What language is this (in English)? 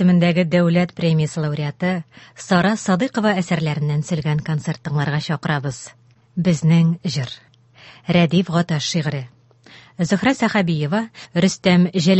Tatar